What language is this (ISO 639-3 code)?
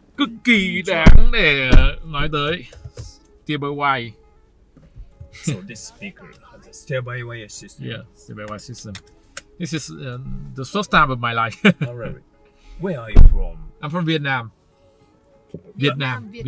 vie